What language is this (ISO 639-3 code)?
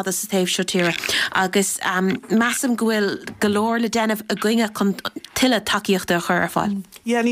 gle